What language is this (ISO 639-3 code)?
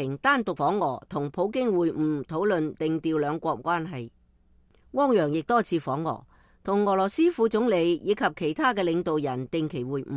yue